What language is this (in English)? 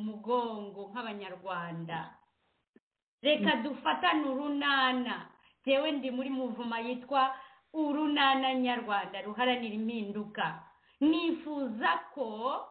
Kinyarwanda